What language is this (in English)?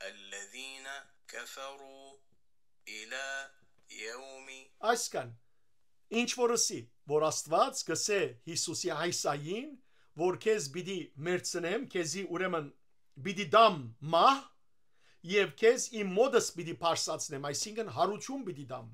Western Armenian